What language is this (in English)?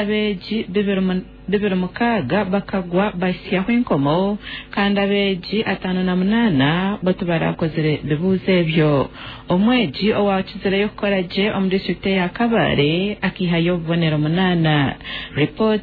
Nyankole